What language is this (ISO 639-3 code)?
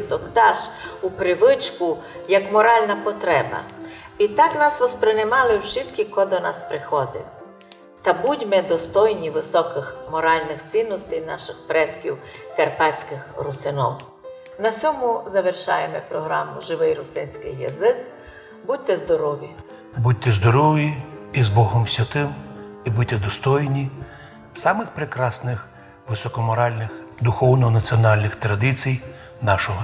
rue